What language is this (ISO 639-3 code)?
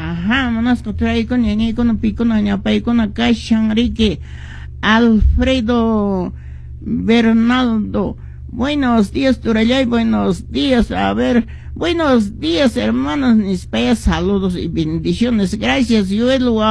que